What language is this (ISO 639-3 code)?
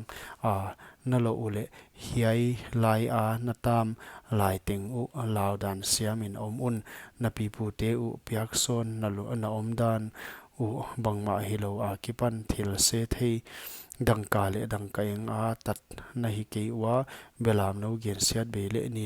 pck